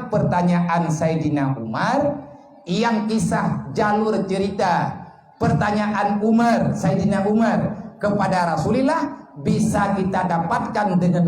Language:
Achinese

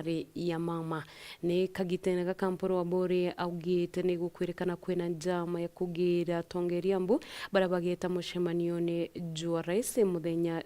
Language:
Meru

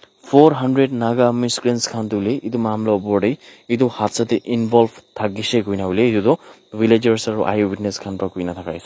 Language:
Naga Pidgin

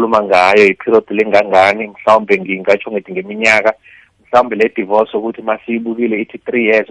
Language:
South Ndebele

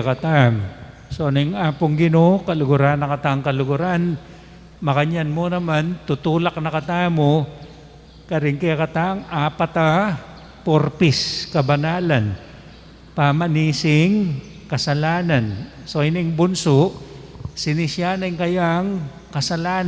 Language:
Pampanga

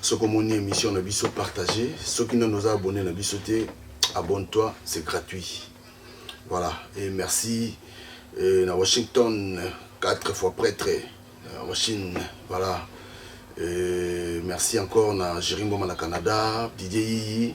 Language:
Lingala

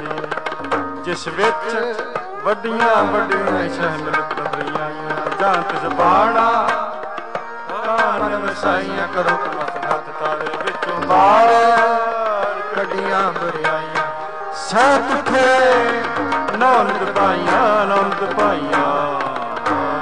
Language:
Punjabi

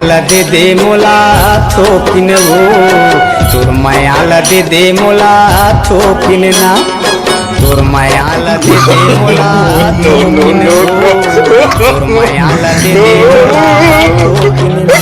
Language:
Chhattisgarhi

